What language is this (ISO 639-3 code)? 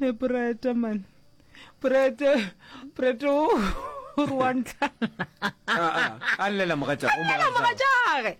nso